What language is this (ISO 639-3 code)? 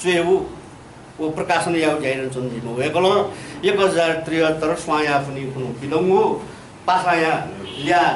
new